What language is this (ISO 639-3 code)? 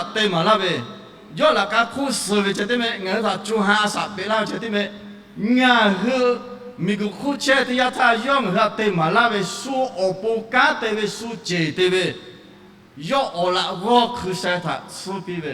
lhu